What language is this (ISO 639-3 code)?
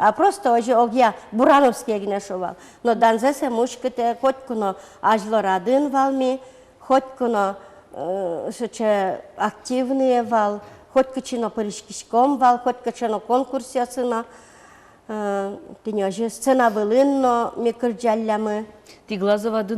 udm